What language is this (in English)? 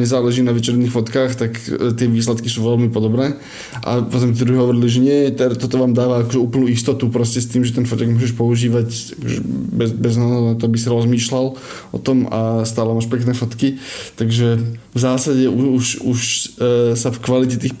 Slovak